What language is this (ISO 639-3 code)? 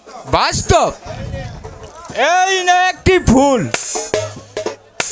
ben